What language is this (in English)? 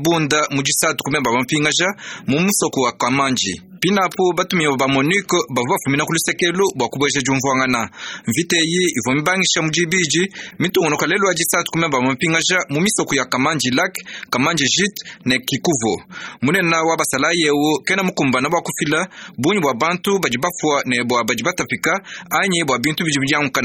Luba-Lulua